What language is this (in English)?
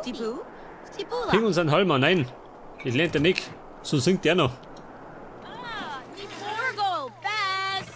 Bavarian